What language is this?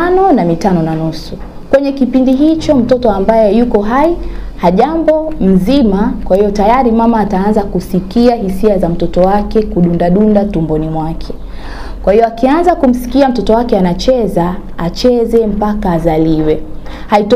Swahili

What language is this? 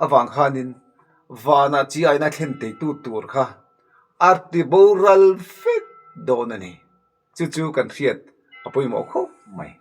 Mizo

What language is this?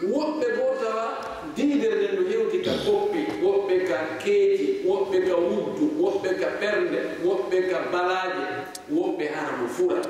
Fula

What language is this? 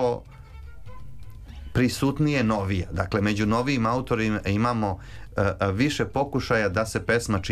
Serbian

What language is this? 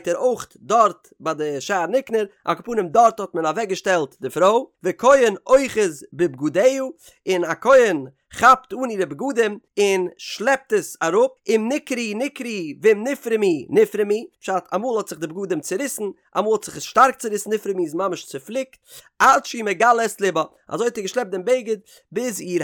Yiddish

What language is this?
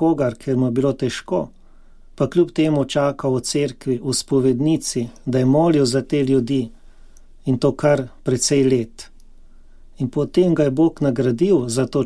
Slovenian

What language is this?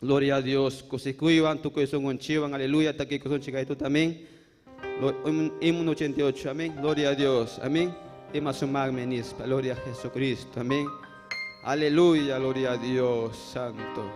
Ayacucho Quechua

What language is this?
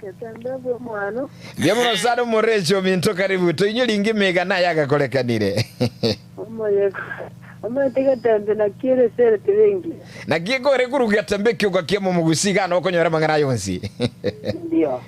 Gusii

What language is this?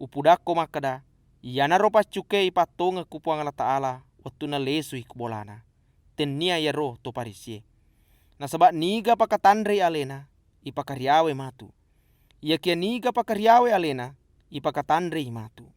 Buginese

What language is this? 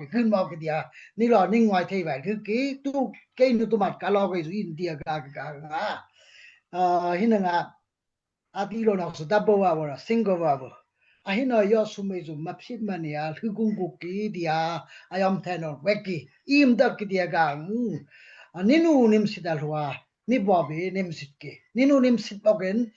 Daai Chin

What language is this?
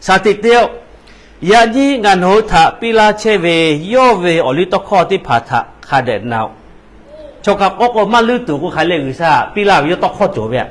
Lahu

